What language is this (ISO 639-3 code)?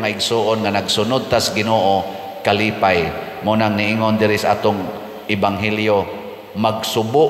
ceb